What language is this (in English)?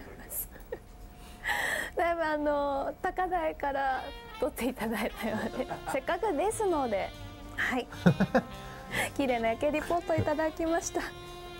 Japanese